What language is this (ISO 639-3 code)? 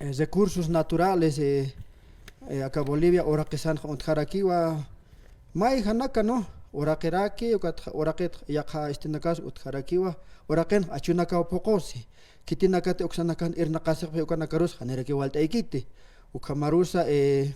aym